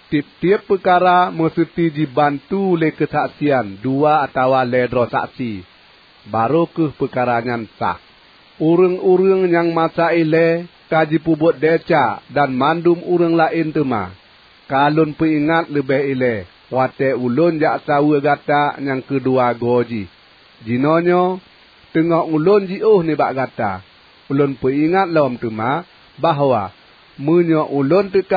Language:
Achinese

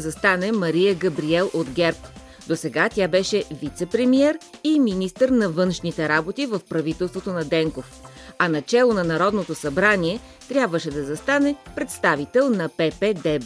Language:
Bulgarian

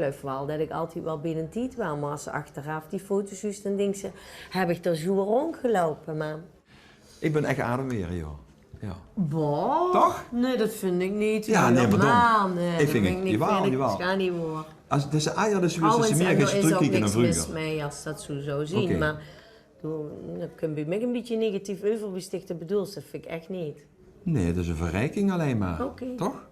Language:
Limburgish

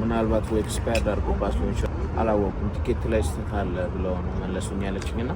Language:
Amharic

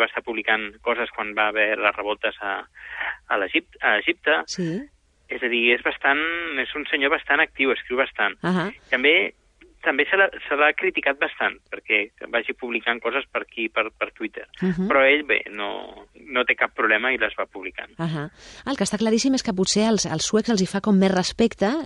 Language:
Catalan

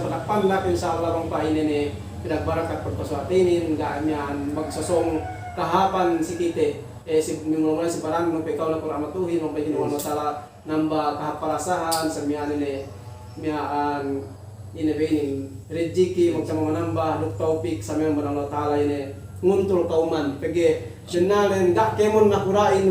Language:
Yakan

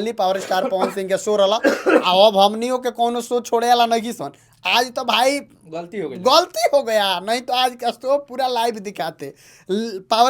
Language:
Bhojpuri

